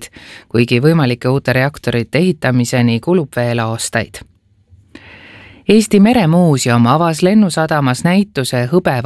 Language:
Estonian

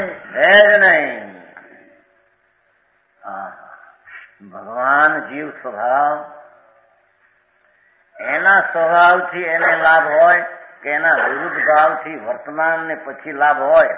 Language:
Gujarati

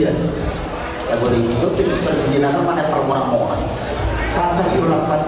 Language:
Batak Toba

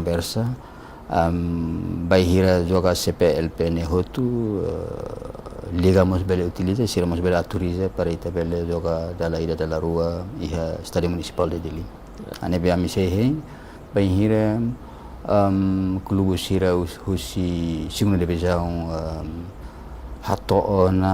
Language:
Tetum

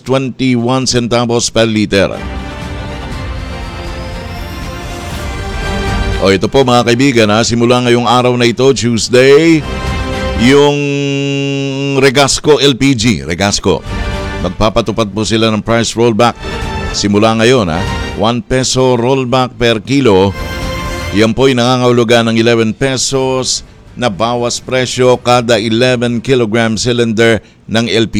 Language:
Filipino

